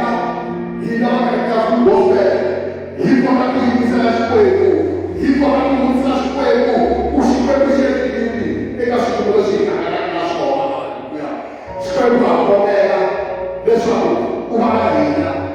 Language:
Tsonga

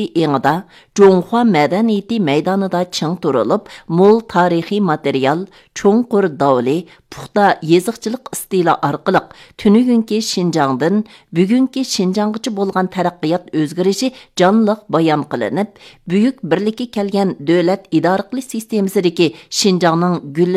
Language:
Uyghur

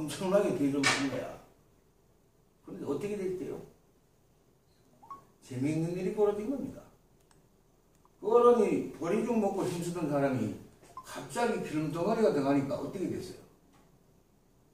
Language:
Korean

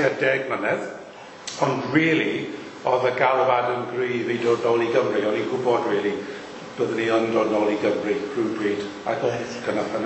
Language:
Welsh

